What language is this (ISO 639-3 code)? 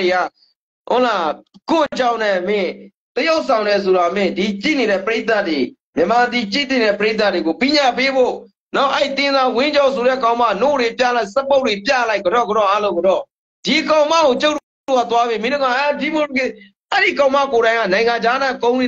mya